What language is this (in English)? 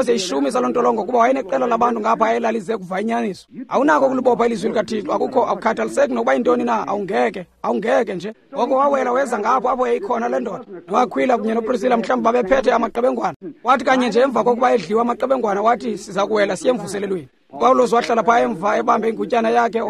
Xhosa